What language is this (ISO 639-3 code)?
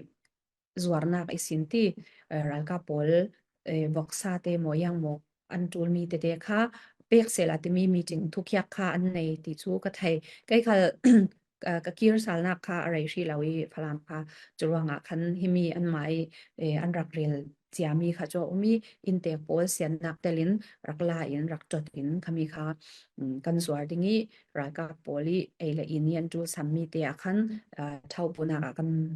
cfm